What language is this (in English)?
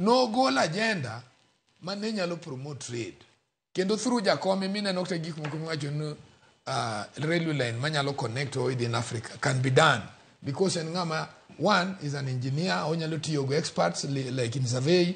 Luo (Kenya and Tanzania)